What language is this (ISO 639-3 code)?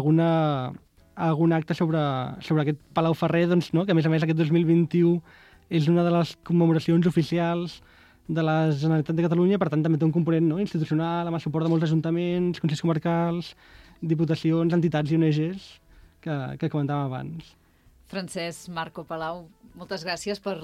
cat